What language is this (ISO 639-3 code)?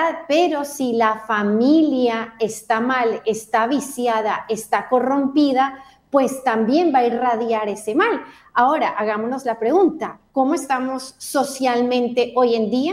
spa